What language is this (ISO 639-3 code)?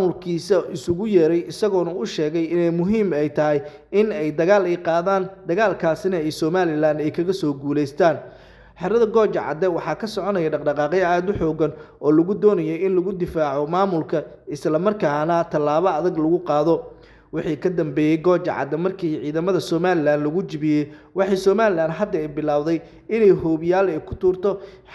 som